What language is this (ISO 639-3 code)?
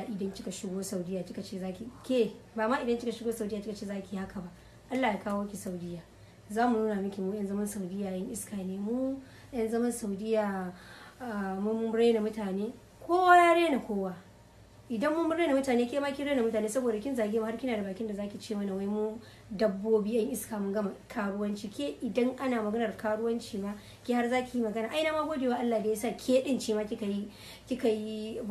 hau